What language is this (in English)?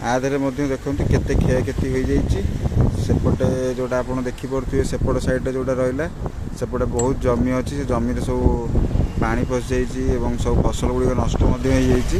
Odia